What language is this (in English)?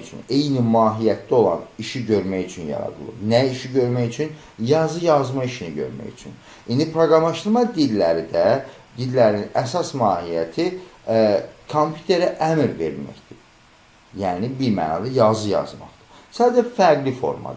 Azerbaijani